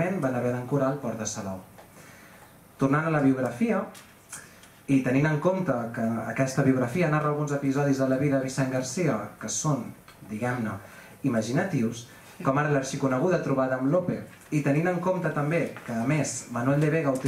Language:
Catalan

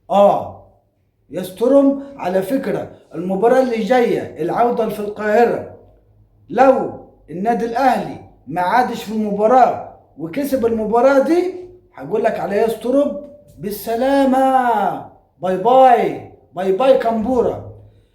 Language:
Egyptian Arabic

